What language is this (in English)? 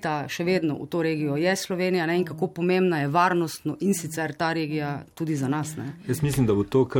Slovenian